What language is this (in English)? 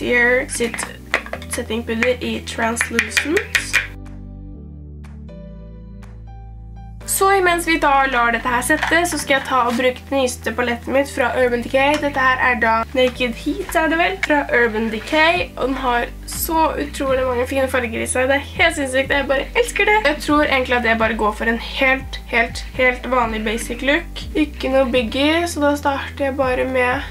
Norwegian